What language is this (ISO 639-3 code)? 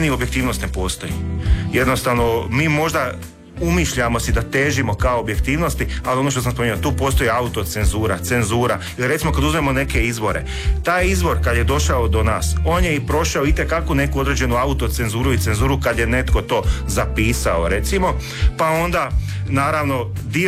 hrv